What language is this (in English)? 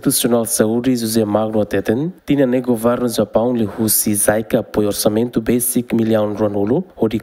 Tetum